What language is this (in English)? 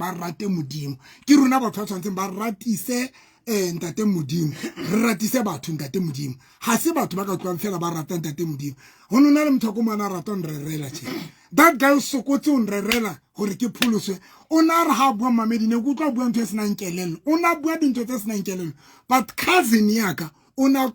Southern Sotho